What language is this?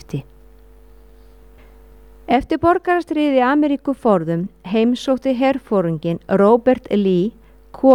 Icelandic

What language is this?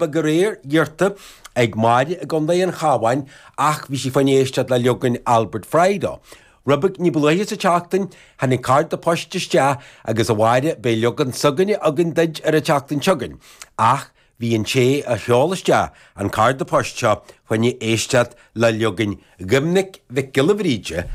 Irish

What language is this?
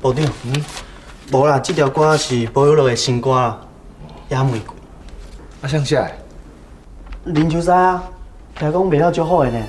Min Nan Chinese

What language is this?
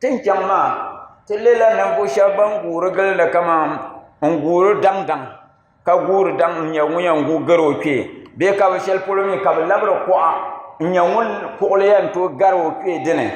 Dagbani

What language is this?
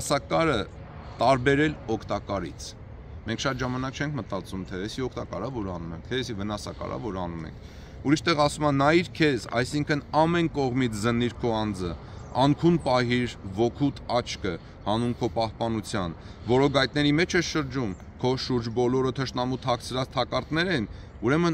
Armenian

